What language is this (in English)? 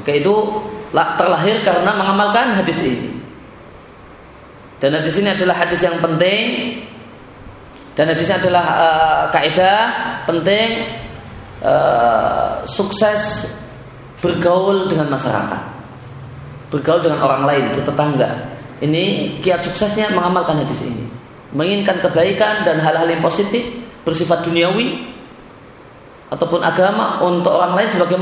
Indonesian